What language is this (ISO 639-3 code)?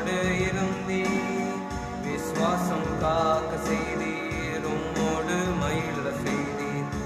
tam